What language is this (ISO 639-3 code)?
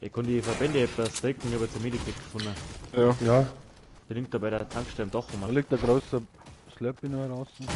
bar